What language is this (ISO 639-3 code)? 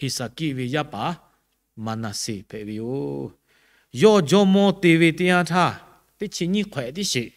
lhu